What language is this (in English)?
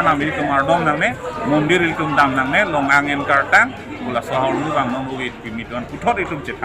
Karbi